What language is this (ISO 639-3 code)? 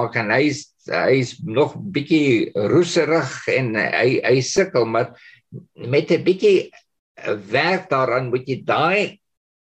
afr